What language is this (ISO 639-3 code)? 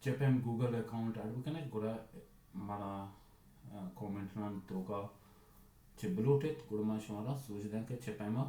bal